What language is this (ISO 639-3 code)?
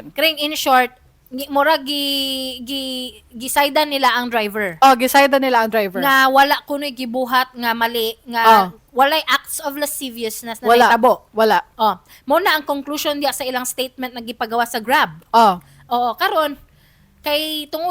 ceb